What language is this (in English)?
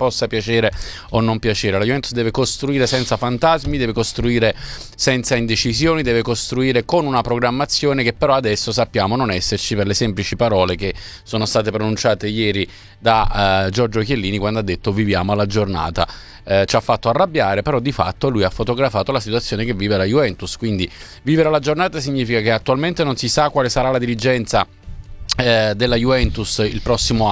Italian